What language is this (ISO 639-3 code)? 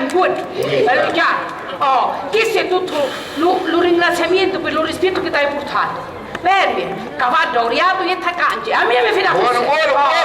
scn